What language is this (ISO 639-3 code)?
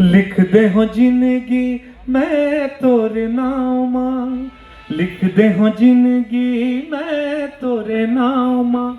hne